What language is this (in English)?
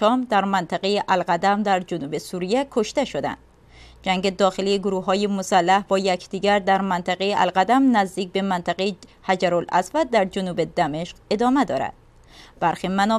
Persian